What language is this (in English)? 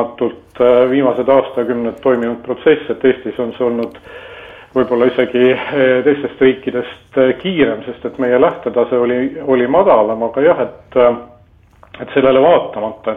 Estonian